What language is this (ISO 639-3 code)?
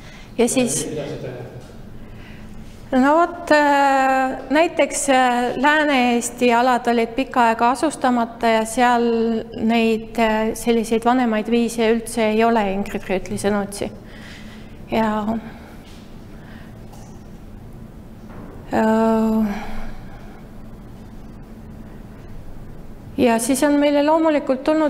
est